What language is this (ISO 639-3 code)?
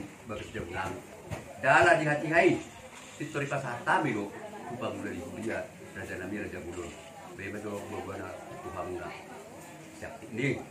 bbc